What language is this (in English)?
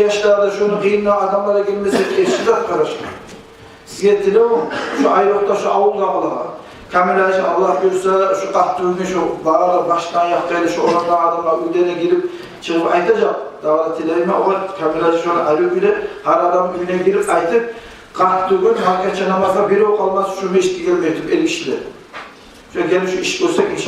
Kumyk